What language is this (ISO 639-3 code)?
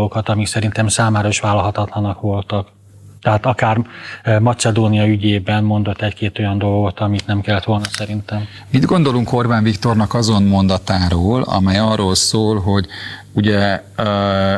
hun